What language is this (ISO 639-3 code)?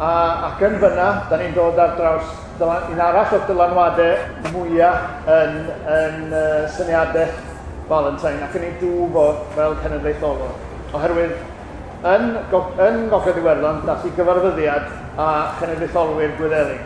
cym